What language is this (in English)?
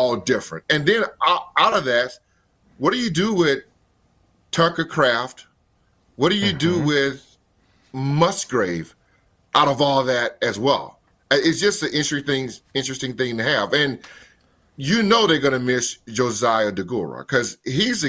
English